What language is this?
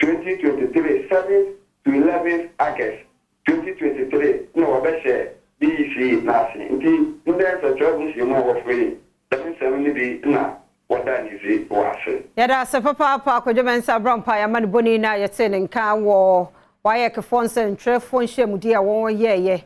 Akan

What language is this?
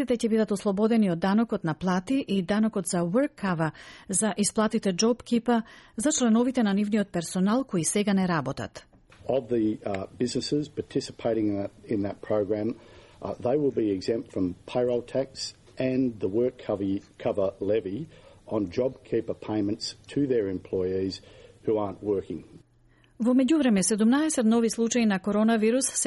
Macedonian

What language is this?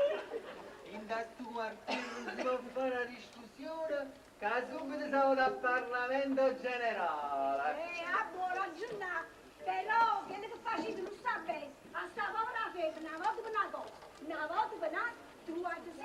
Neapolitan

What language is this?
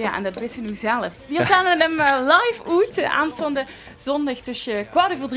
Limburgish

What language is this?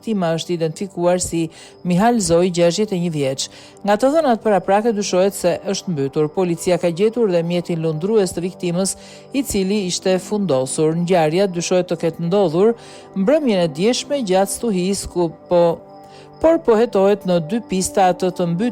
Albanian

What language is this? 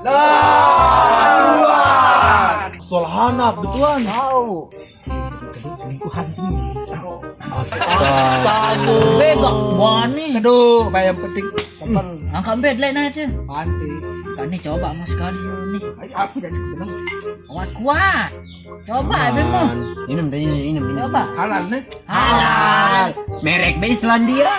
Sasak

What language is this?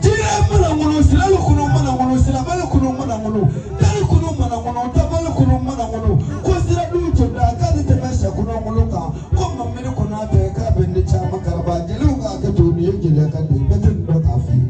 Bambara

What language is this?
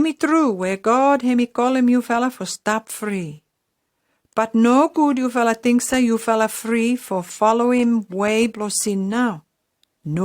Pijin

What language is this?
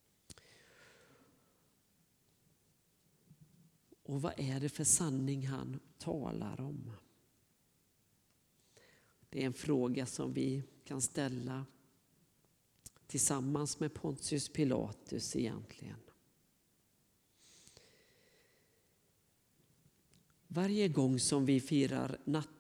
Swedish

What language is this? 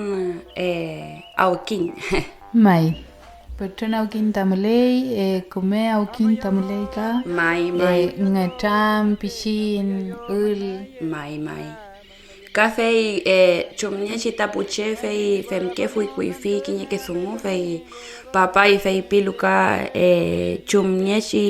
Mapuche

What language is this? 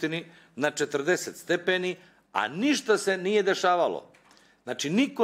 Bosnian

